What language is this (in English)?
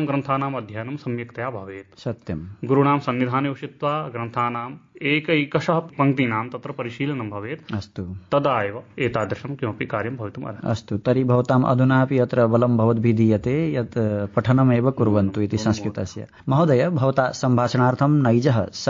Sanskrit